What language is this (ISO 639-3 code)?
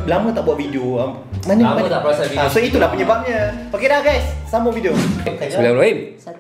msa